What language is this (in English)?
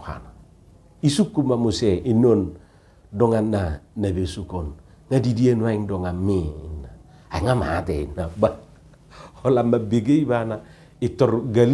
Batak Toba